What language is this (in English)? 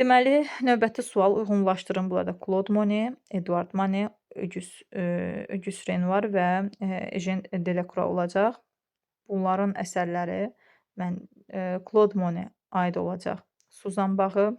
Azerbaijani